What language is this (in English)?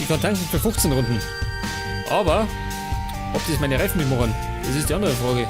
Bavarian